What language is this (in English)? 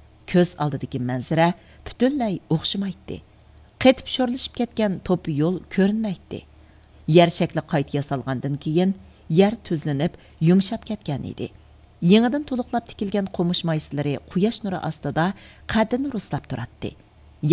Uyghur